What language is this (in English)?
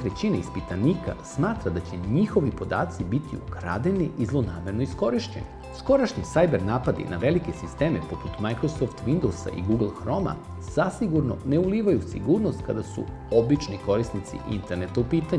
Serbian